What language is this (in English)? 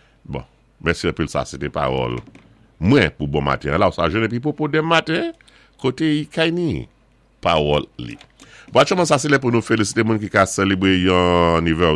Saint Lucian Creole French